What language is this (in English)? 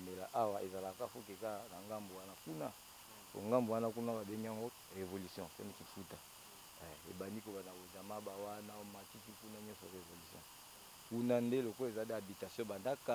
Lingala